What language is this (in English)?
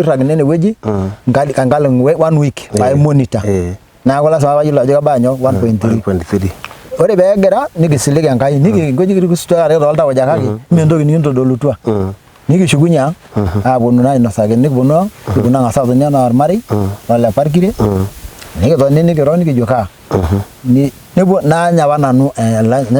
Masai